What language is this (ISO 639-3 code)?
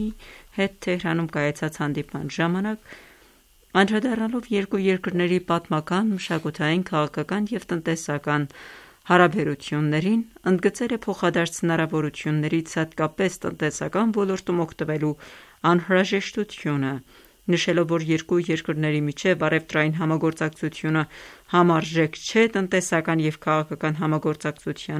hye